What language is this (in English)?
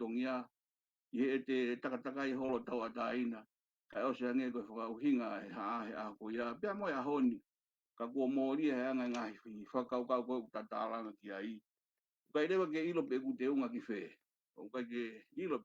Tongan